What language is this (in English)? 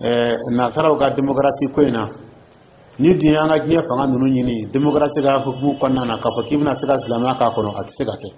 Dyula